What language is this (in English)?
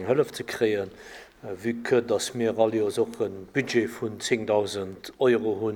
Luxembourgish